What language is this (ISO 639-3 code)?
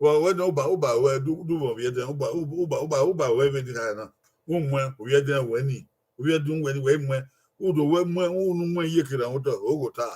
bin